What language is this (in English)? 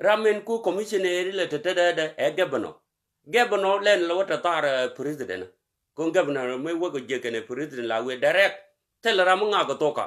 Nuer